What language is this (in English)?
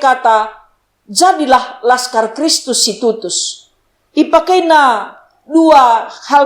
Batak Karo